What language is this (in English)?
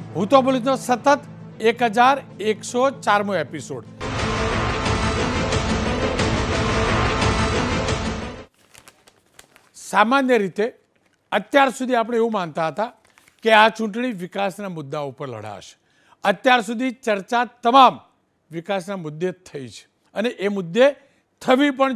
Gujarati